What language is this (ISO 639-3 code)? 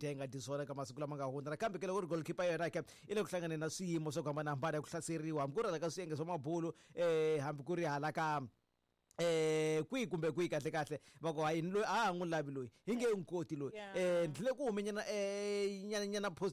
tso